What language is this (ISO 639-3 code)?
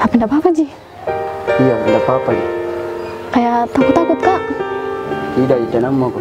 mfp